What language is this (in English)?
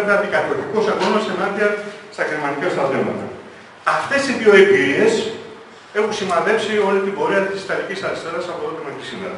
Greek